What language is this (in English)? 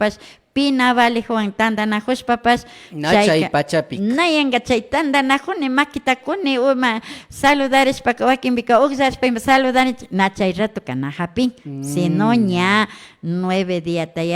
Imbabura Highland Quichua